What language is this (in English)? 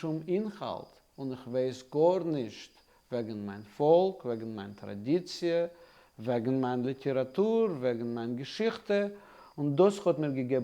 Yiddish